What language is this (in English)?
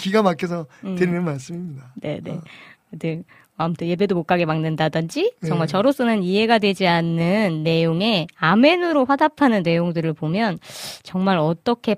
Korean